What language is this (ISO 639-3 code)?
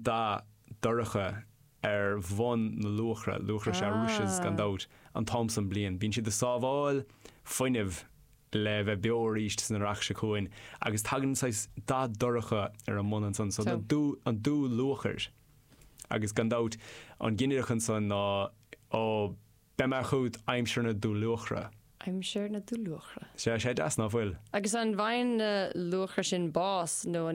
gle